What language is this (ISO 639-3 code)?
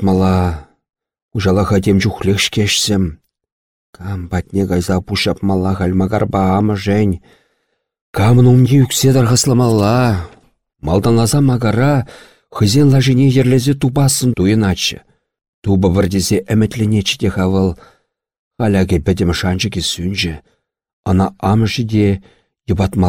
chv